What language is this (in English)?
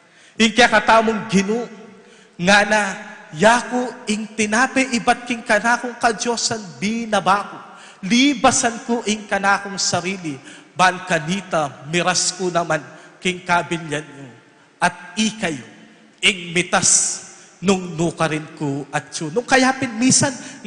Pampanga